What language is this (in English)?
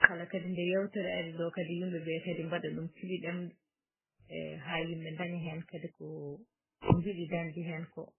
Fula